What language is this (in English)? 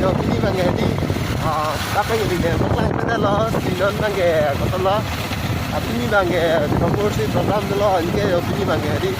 Karbi